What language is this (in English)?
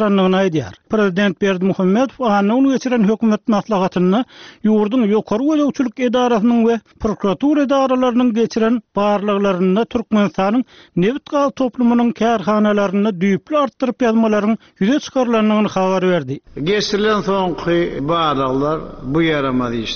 Turkmen